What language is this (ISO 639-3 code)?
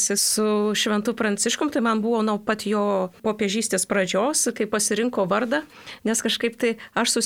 lit